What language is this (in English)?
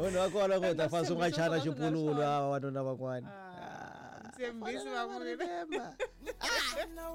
Tsonga